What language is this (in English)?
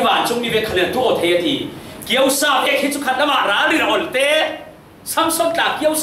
Falam Chin